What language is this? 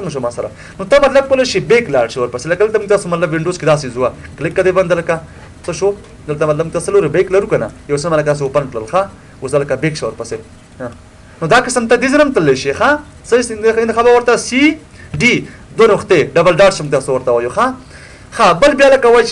Pashto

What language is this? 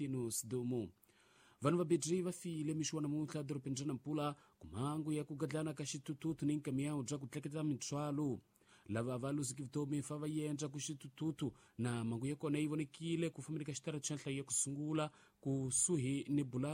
Tsonga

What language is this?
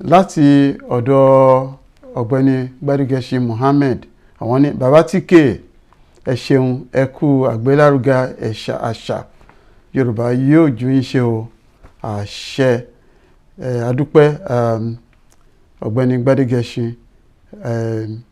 Yoruba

